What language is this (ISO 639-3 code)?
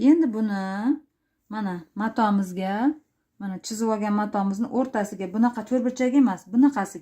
uzb